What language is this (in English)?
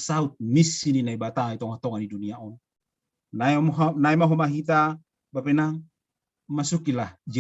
Batak Simalungun